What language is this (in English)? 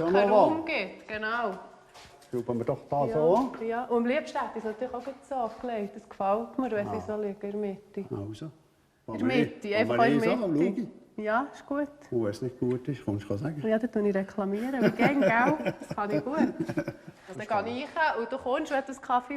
Swiss German